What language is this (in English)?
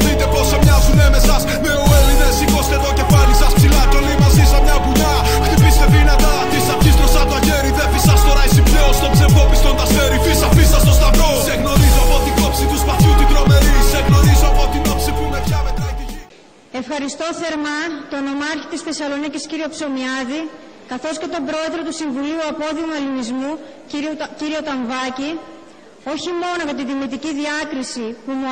Greek